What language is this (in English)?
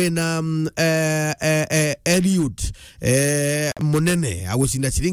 Meru